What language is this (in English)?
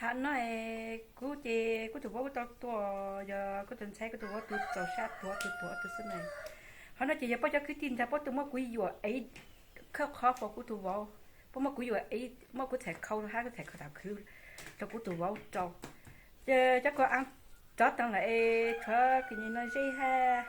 Hmong